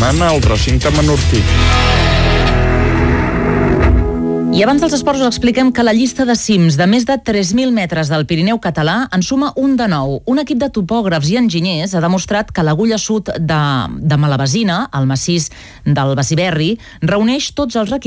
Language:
Catalan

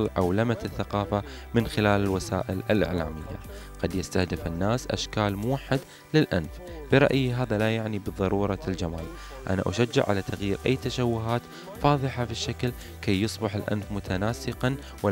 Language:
Arabic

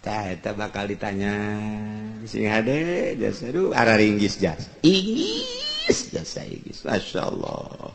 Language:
Sundanese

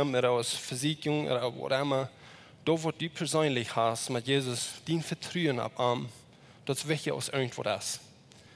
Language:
Plautdietsch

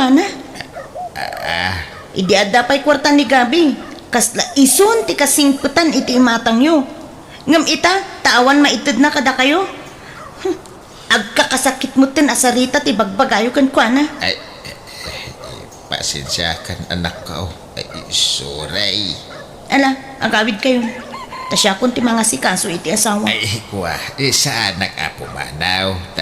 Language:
Iloko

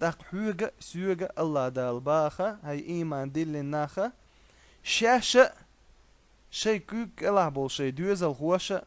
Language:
Chechen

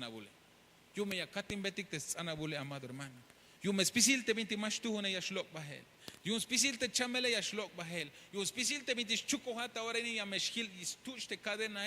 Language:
Tzeltal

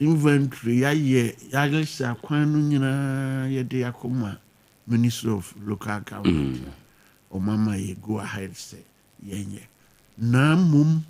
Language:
Akan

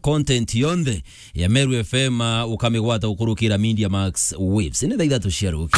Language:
Meru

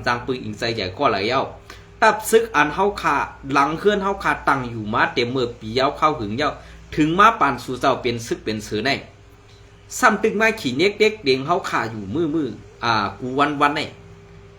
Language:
Shan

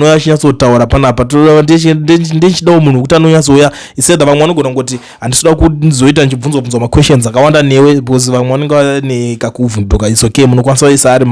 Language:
Shona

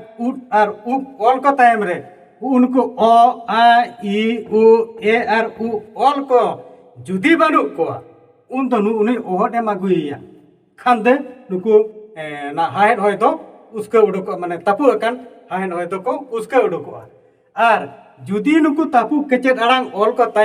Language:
Santali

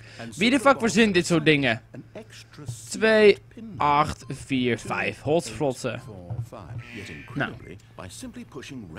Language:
Dutch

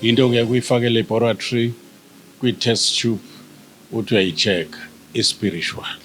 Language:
Zulu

